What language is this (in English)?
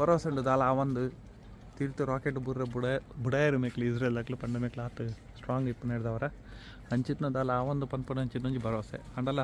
Tulu